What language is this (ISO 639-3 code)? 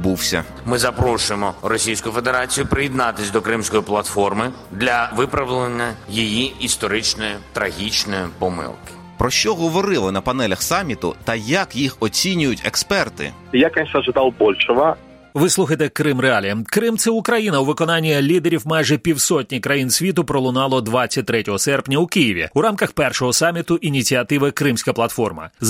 ukr